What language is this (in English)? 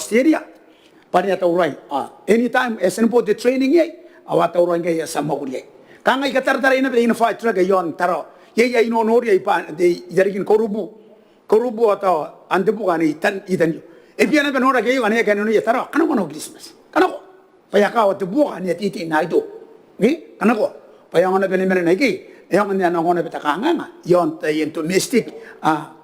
Gilbertese